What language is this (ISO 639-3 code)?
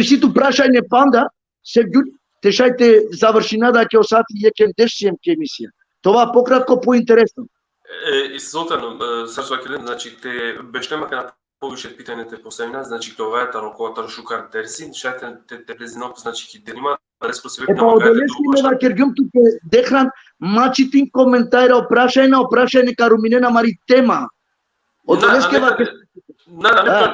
rmn